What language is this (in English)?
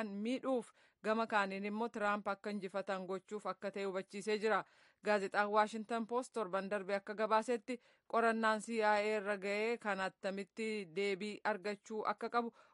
Oromo